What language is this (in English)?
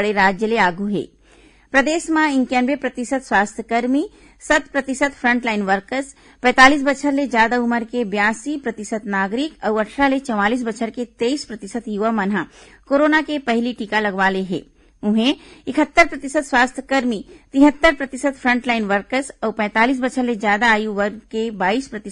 Chhattisgarhi